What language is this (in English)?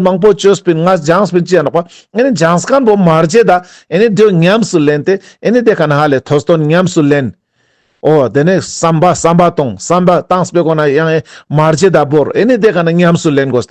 Ladakhi